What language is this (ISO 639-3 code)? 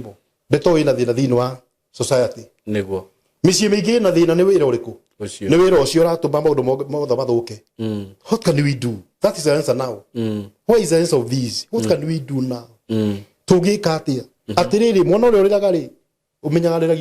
kik